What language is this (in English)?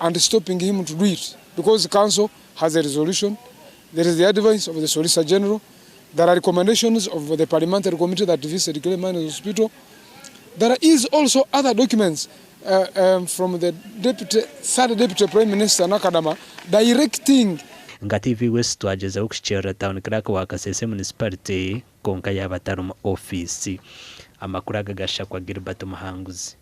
Nyankole